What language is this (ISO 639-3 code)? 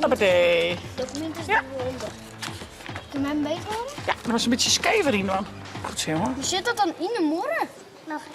fry